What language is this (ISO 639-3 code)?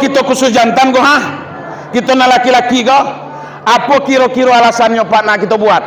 min